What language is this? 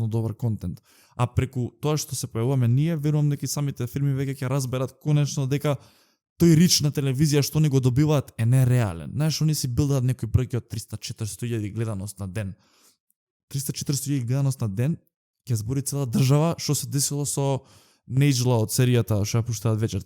Macedonian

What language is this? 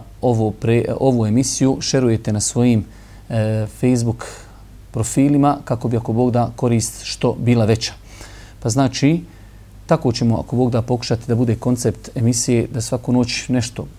Bosnian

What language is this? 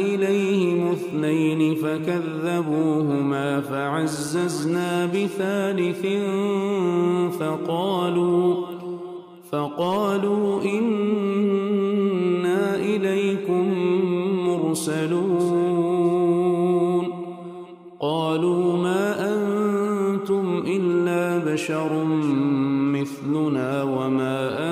Arabic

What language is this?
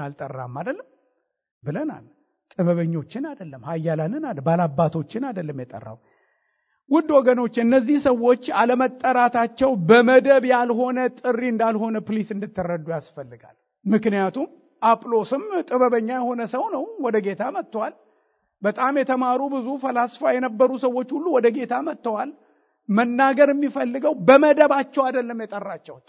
Amharic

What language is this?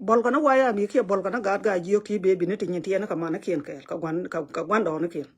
Nuer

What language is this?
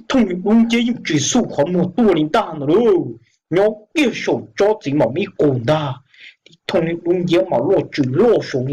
Hmong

